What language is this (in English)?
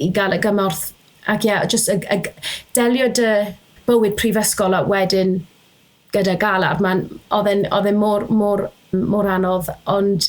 Welsh